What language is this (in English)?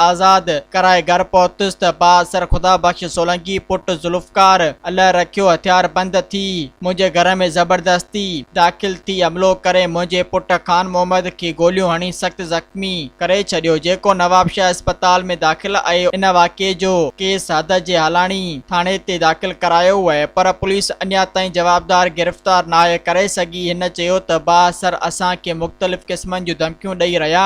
Sindhi